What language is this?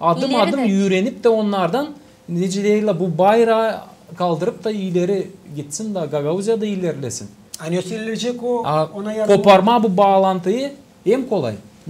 Gagauz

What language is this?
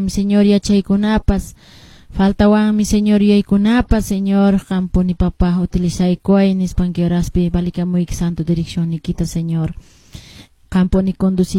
Quechua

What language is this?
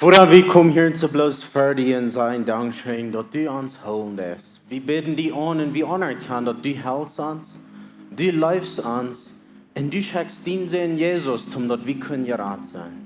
Plautdietsch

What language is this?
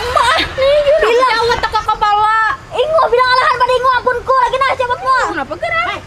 Banjar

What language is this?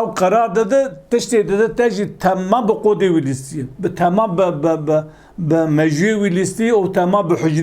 Kurdish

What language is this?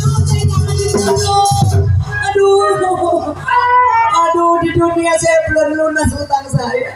Betawi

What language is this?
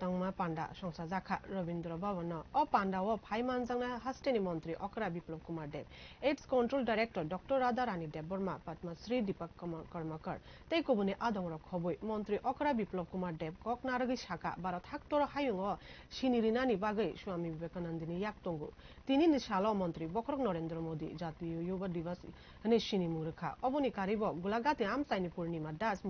Kok Borok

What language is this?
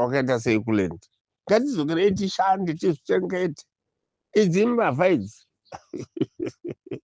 Shona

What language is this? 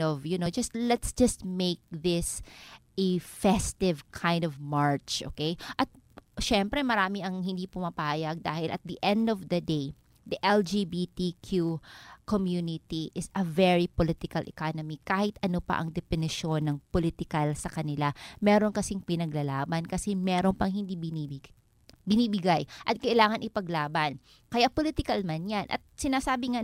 Filipino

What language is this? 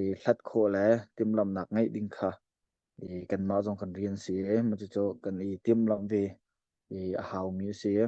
Hakha Chin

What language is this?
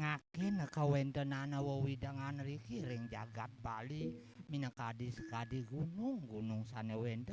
Balinese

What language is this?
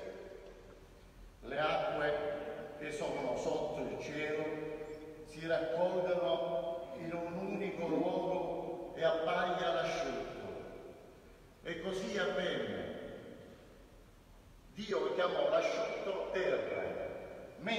Italian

